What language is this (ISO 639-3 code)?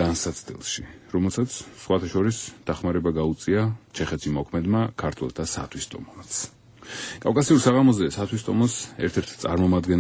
kat